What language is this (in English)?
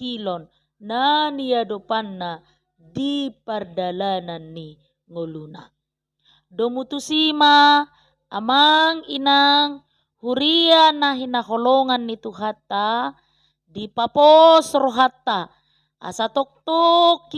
Batak Toba